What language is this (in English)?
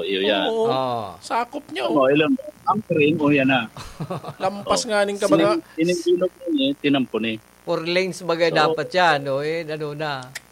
Bikol